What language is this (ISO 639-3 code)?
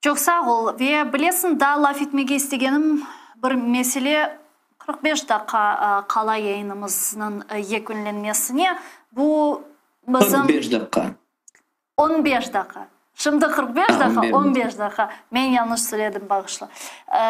crh